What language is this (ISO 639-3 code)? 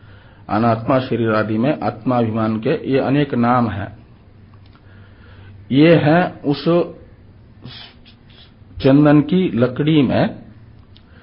hin